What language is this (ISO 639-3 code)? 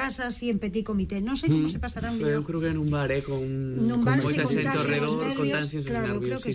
glg